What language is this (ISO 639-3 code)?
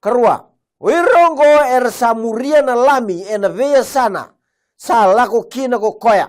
fij